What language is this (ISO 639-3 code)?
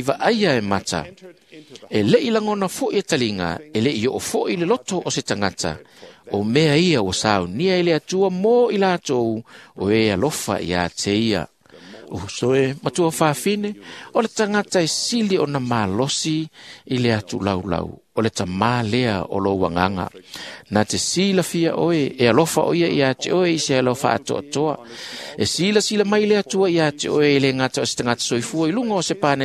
smo